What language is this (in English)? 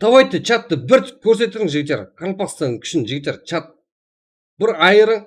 Kara-Kalpak